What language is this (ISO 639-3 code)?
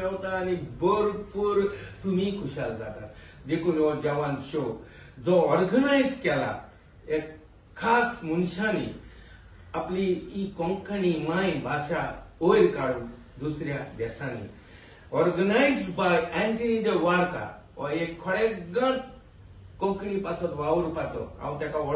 kok